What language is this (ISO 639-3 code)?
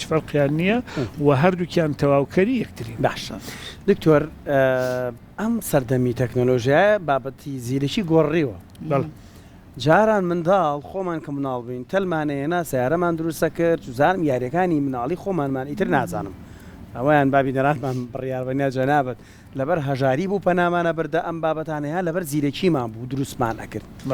ckb